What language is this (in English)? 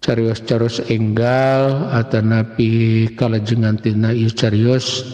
Sundanese